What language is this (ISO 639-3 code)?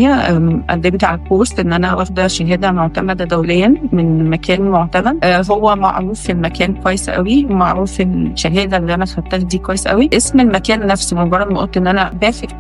arz